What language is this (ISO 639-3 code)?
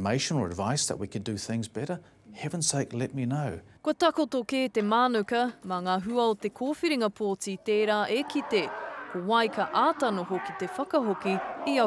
mri